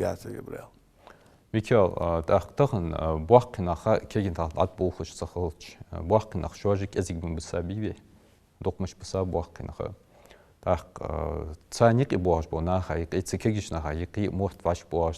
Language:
Ingush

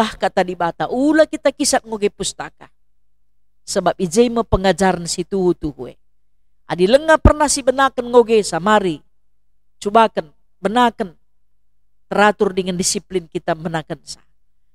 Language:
Batak Karo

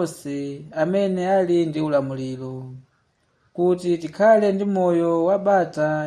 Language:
Nyanja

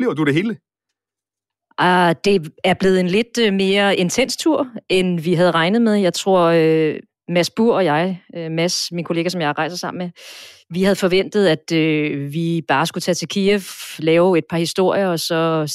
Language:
Danish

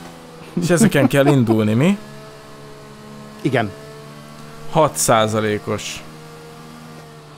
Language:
Hungarian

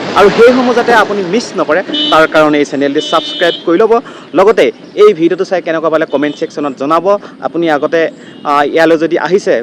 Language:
Assamese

